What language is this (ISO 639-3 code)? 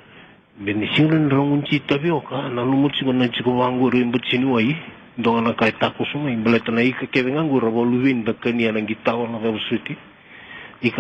fij